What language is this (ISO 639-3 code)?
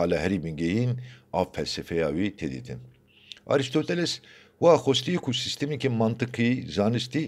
kur